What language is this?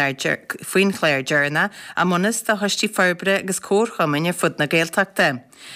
Irish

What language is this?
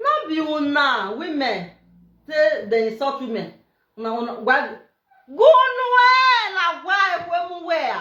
Nigerian Pidgin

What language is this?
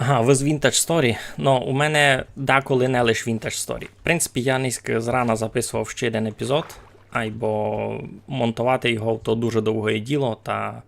Rusyn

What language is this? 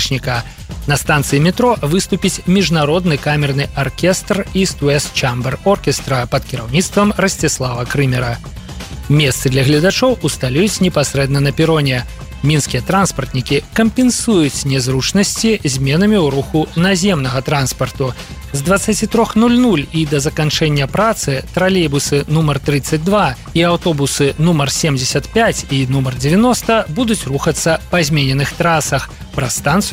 Belarusian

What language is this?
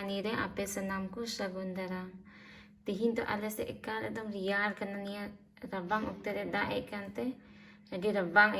Santali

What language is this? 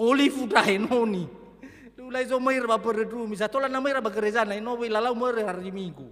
Nias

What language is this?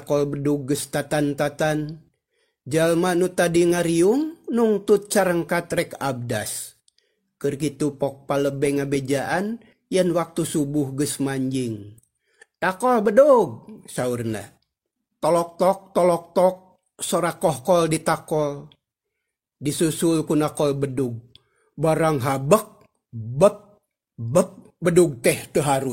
Sundanese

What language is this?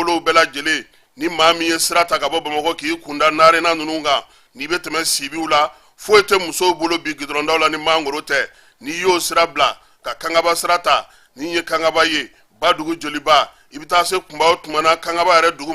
Bambara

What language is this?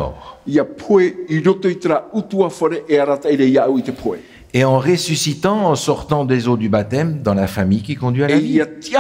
Tahitian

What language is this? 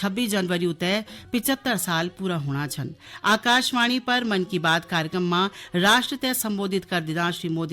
Garhwali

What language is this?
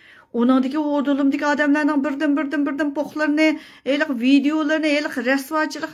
Uyghur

